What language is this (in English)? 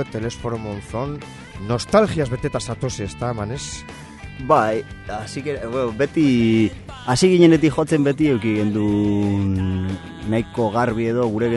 Basque